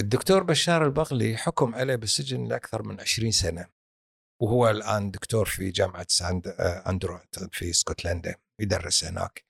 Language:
Gulf Arabic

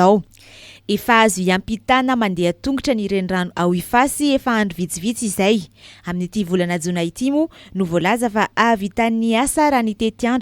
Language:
Malagasy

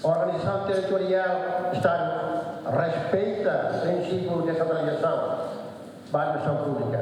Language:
Tetum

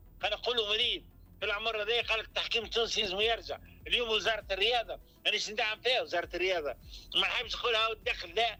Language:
Tunisian Arabic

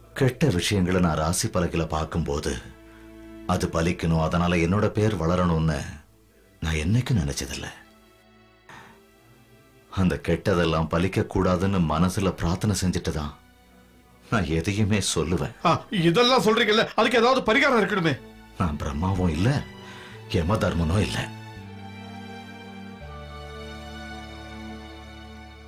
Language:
Tamil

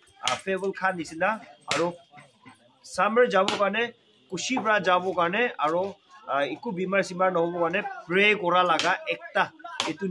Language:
Naga Pidgin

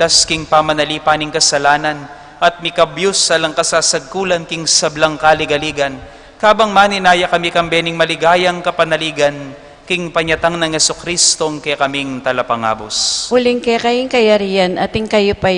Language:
Pampanga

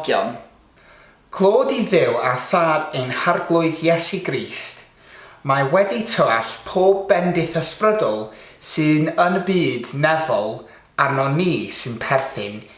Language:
Welsh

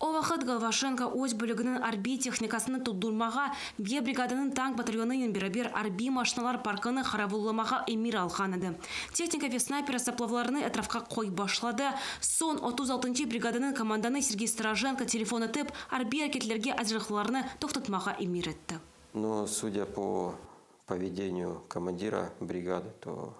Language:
Crimean Tatar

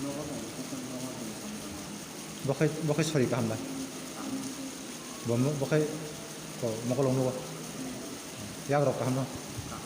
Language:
Kok Borok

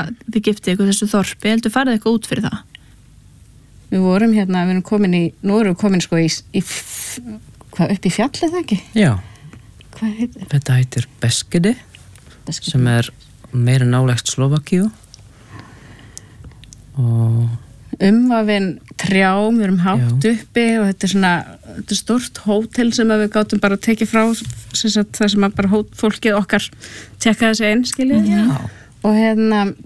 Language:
Icelandic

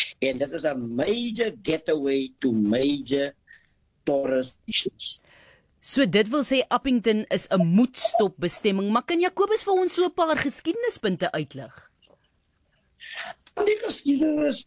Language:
Afrikaans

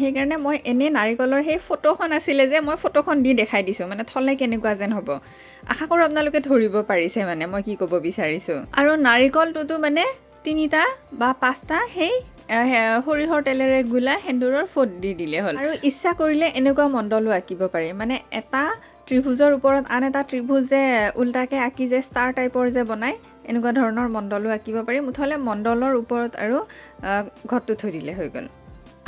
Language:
Assamese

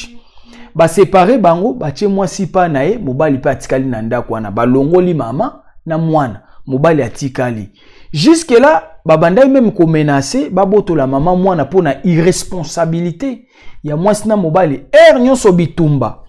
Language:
Lingala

